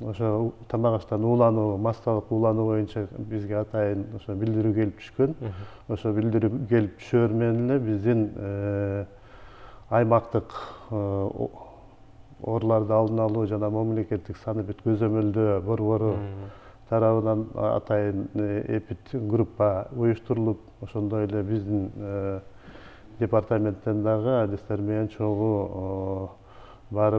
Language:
Kyrgyz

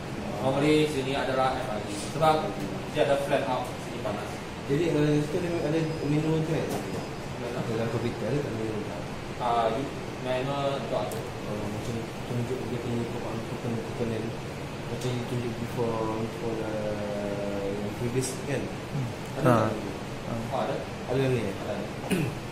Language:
Malay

